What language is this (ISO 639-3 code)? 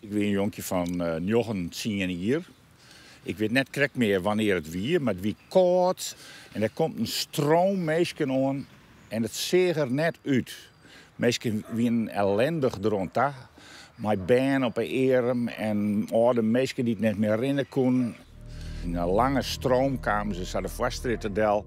fry